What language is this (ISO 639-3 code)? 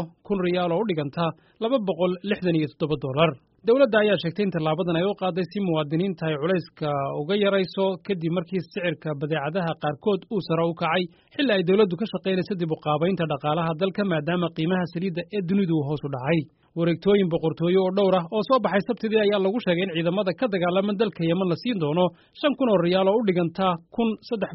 som